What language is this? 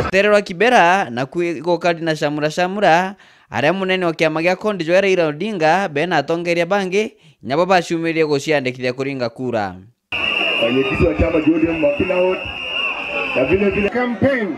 Meru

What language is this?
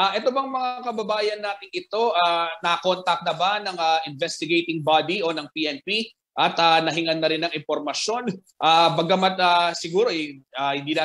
Filipino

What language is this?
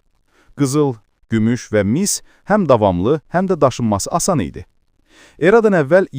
Azerbaijani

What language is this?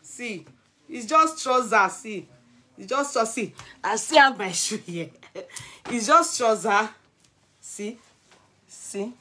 Nigerian Pidgin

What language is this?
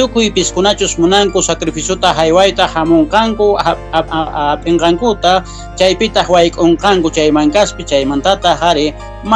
South Bolivian Quechua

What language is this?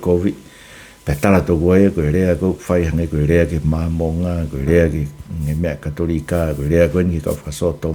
Tongan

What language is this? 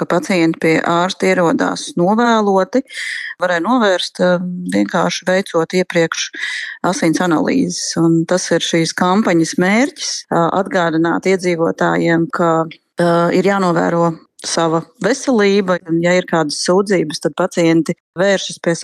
Latvian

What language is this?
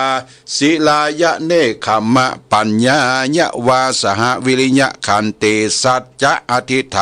Pali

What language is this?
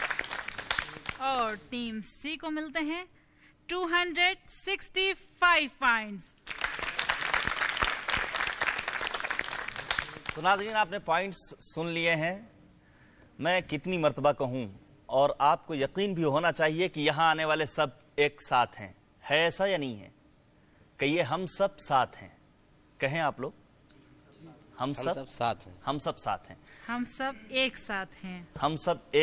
Urdu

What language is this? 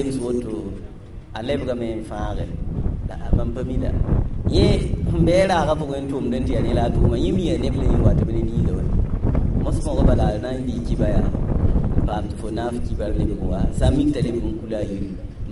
Mossi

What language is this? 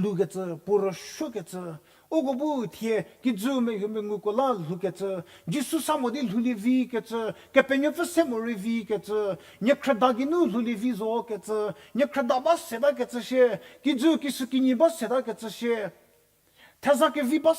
Angami Naga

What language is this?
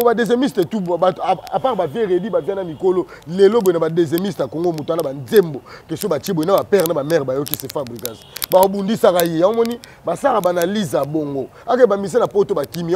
Lingala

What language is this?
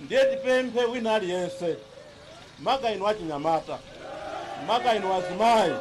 Nyanja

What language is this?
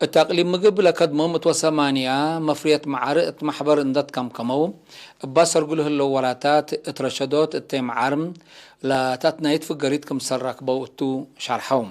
Tigre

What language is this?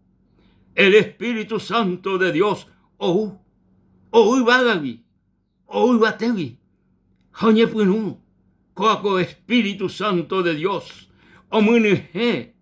Guarani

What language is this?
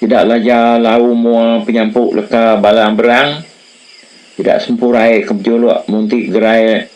Iban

